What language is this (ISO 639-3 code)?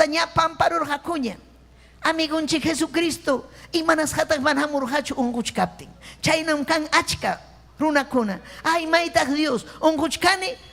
quy